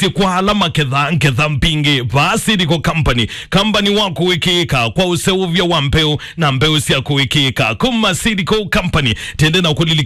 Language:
Kamba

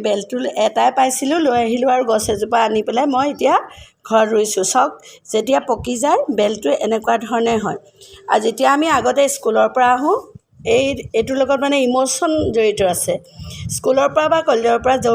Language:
Assamese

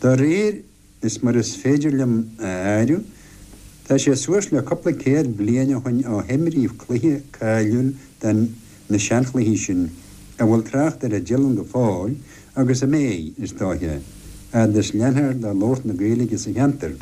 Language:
Irish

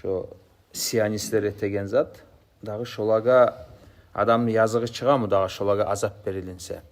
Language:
Kumyk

